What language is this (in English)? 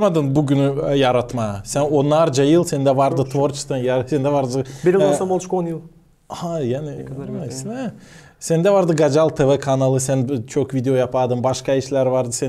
Gagauz